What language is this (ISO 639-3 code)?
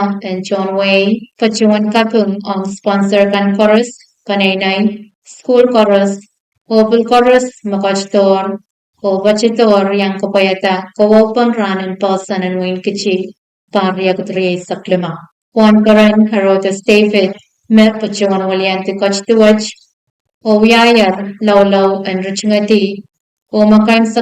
pon